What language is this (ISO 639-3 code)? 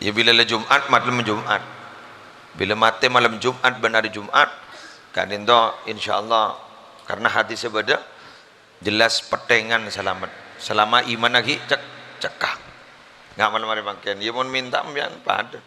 mad